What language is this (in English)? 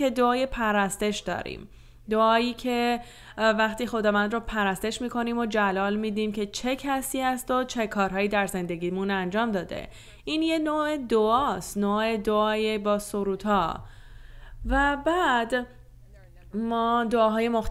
Persian